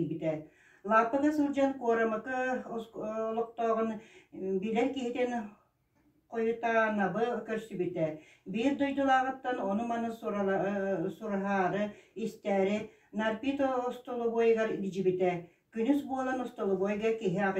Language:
Yakut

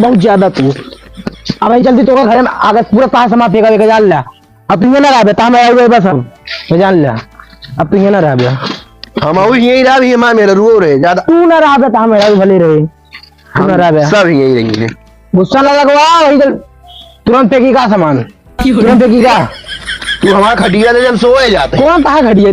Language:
Awadhi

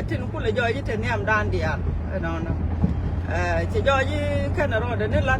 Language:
Nuer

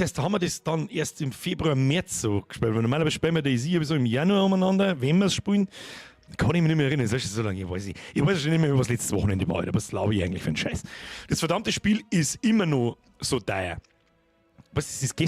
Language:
Bavarian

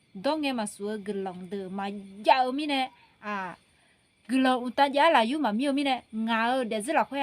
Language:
Akha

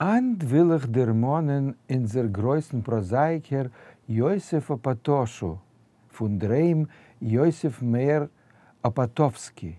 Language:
Yiddish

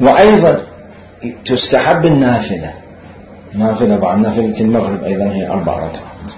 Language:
Mesopotamian Arabic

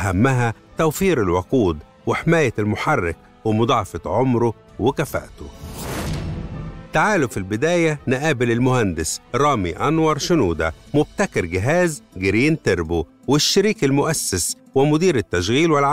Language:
Egyptian Arabic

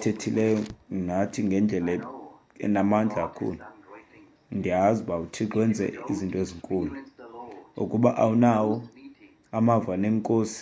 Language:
Xhosa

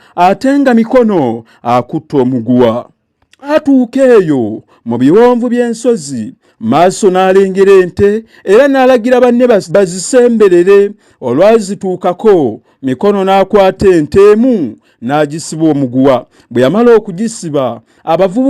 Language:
Ganda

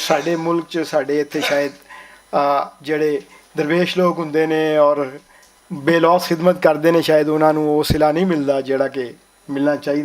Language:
Western Panjabi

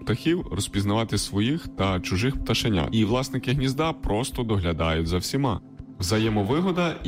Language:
Ukrainian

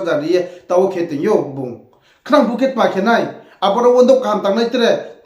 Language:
Riang (India)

